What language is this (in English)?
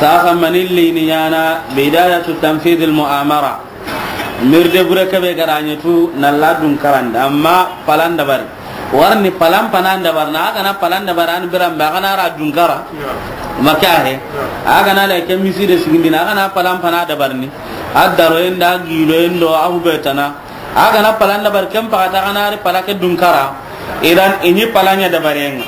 Soninke